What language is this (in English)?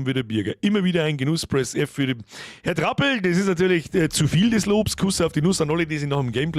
Bavarian